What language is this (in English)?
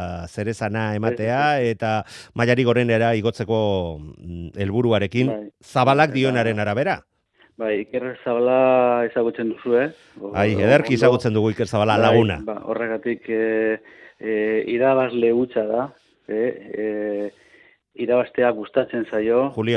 Basque